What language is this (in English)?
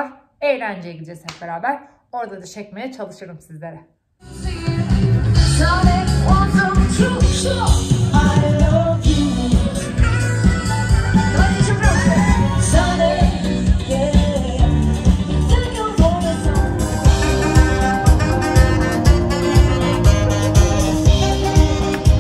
Turkish